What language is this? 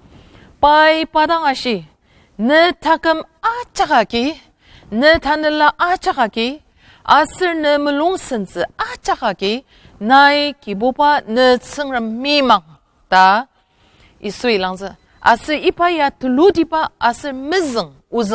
Ao Naga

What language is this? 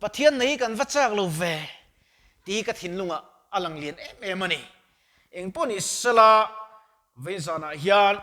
Mizo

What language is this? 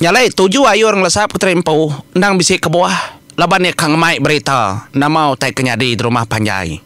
Iban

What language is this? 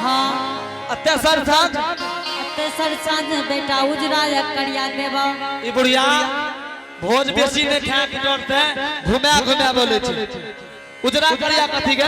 Angika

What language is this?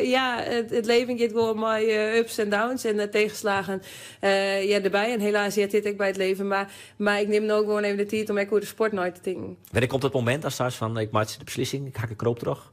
Western Frisian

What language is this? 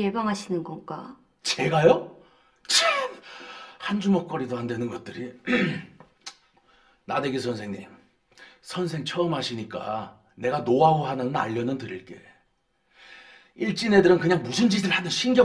Korean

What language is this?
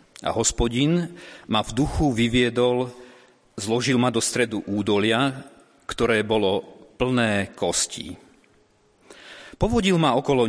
Slovak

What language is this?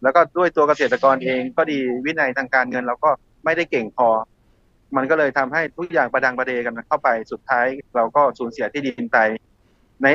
Thai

